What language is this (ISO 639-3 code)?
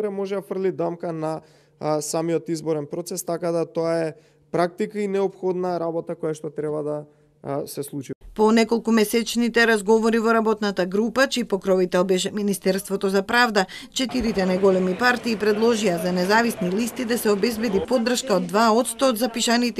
mkd